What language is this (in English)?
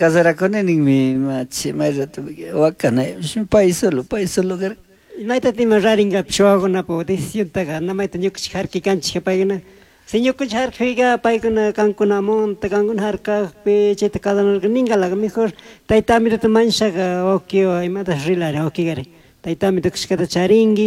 Chimborazo Highland Quichua